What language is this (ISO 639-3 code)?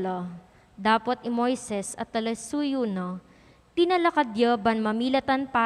pam